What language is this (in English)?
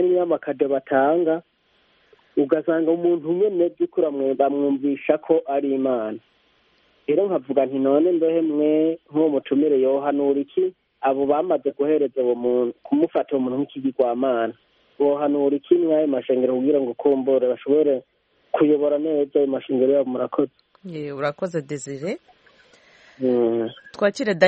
Kinyarwanda